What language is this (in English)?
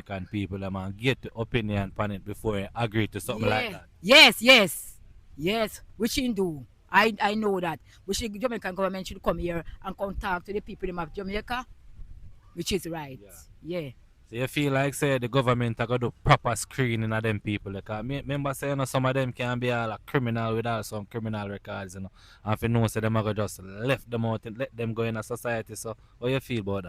Jamaican Creole English